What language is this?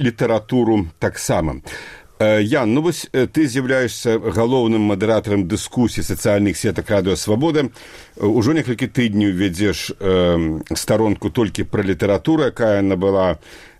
Belarusian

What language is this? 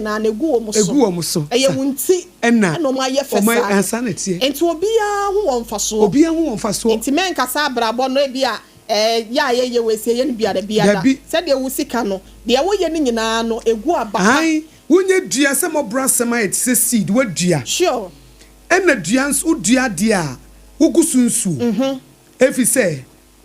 Akan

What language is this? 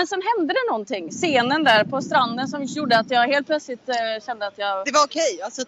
Swedish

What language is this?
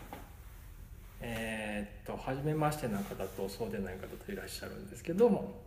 Japanese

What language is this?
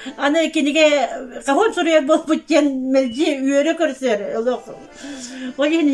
Yakut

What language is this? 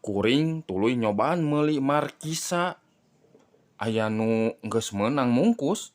Sundanese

